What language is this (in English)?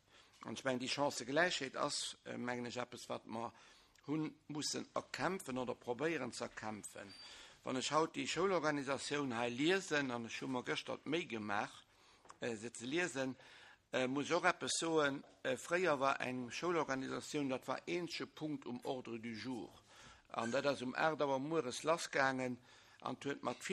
Luxembourgish